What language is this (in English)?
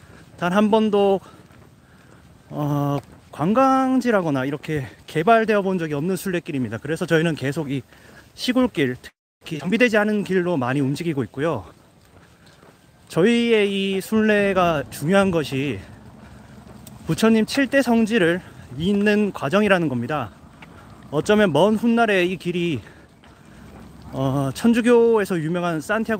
Korean